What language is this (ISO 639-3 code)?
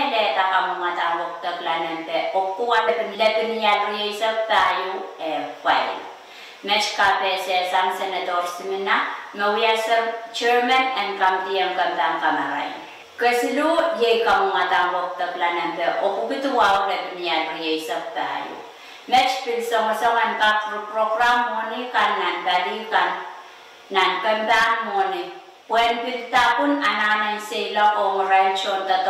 pon